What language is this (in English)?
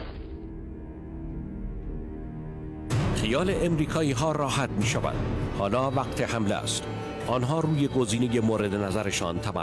Persian